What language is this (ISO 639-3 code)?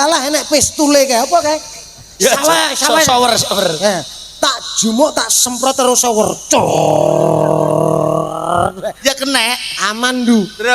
jav